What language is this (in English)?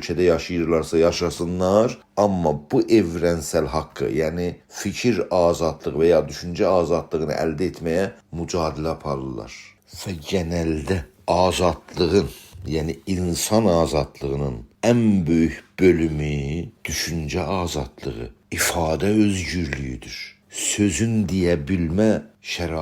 South Azerbaijani